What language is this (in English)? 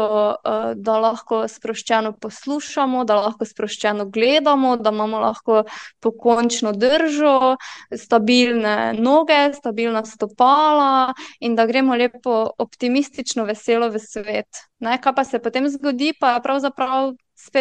Slovenian